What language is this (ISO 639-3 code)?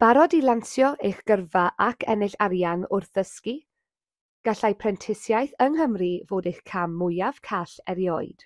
cym